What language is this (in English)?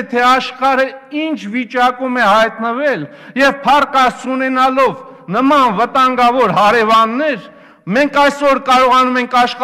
Armenian